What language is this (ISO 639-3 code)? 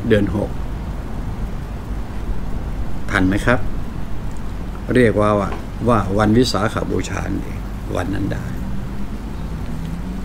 tha